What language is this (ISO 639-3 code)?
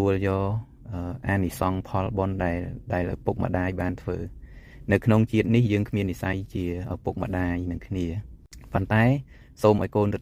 khm